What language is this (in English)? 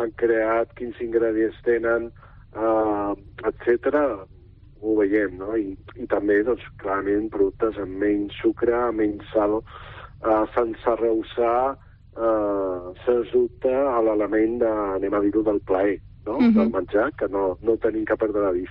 Catalan